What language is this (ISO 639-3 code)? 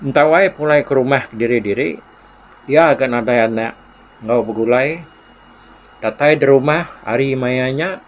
iba